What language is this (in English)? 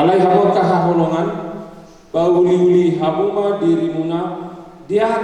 Batak Toba